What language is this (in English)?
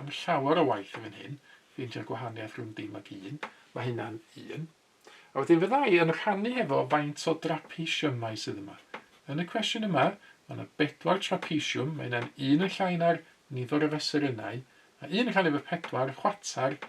Welsh